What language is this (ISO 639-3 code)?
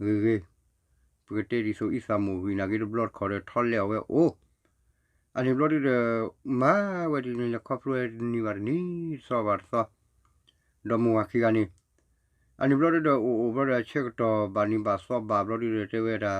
ksw